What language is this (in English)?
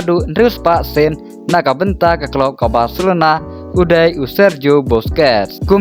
Khasi